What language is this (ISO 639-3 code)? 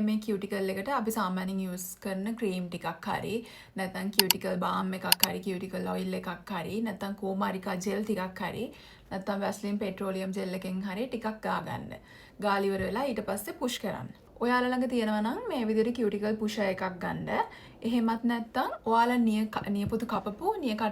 sin